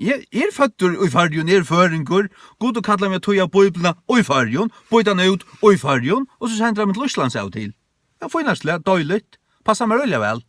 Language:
Faroese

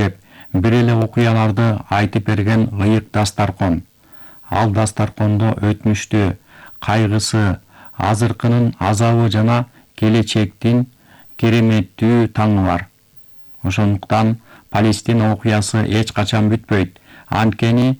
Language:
Kyrgyz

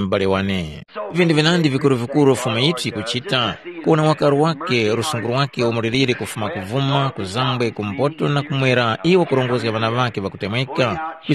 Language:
Tumbuka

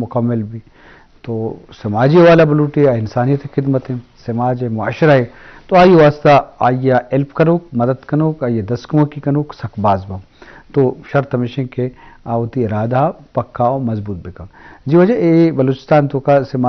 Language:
Eastern Balochi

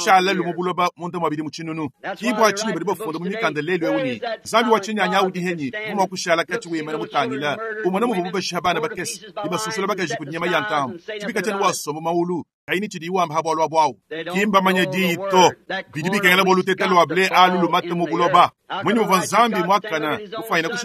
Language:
Luba-Lulua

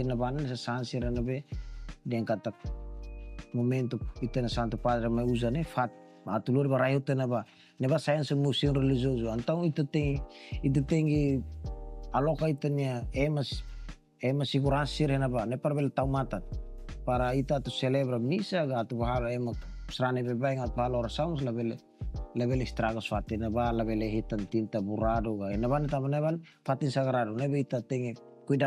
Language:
Tetum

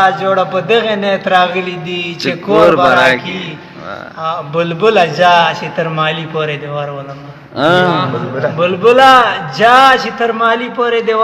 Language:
Pashto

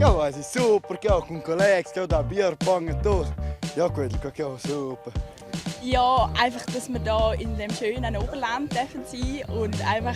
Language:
Romansh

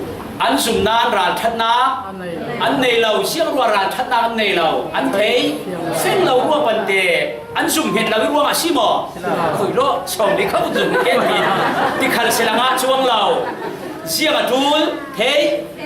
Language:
Falam Chin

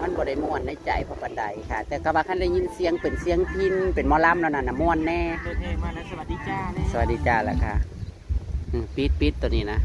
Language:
Northeastern Thai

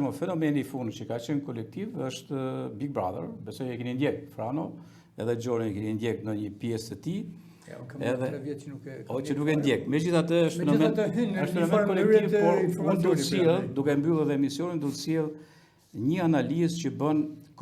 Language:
Albanian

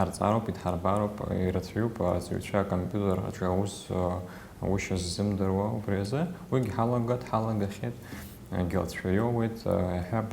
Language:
Abkhazian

